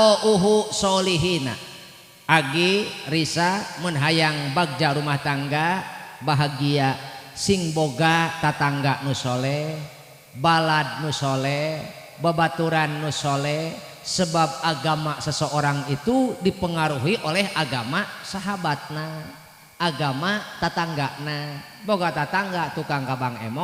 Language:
Sundanese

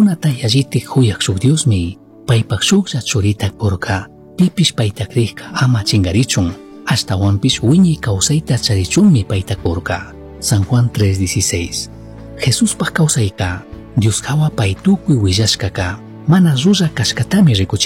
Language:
Chimborazo Highland Quichua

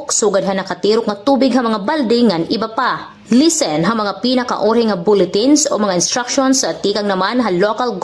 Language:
Waray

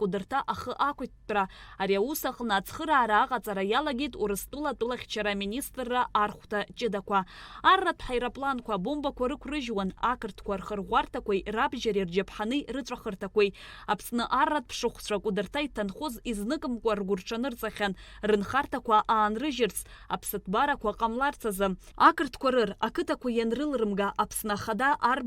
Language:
Abkhazian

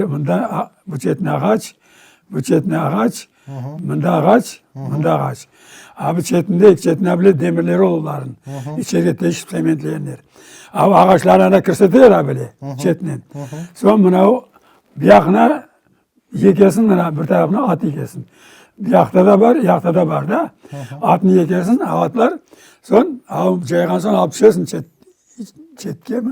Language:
Crimean Tatar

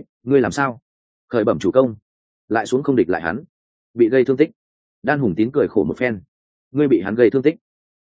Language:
Vietnamese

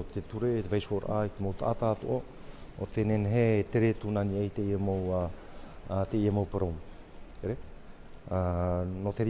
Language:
Tahitian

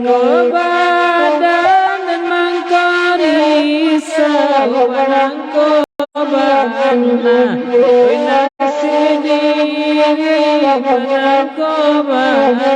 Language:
Minangkabau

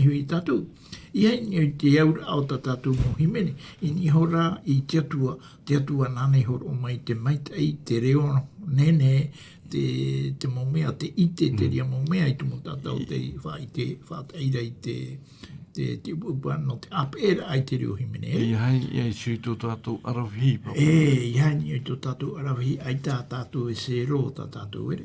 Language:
Tahitian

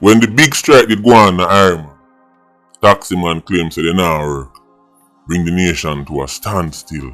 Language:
Jamaican Creole English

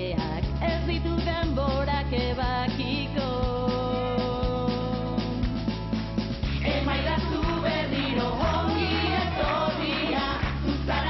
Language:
Basque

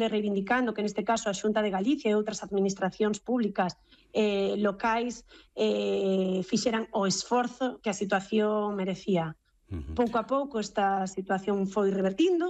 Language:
Galician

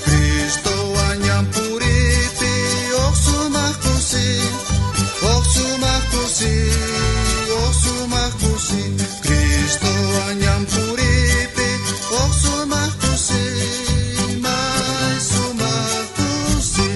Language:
South Bolivian Quechua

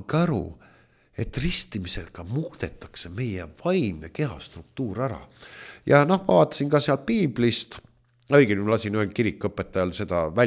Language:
Estonian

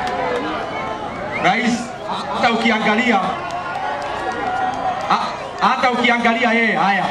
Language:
Swahili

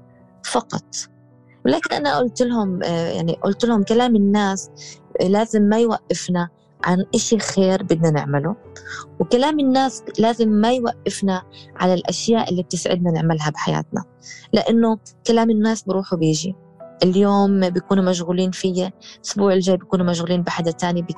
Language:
North Levantine Arabic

